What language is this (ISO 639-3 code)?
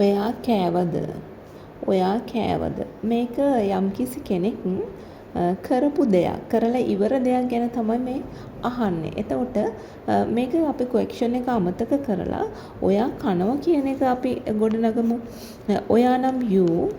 sin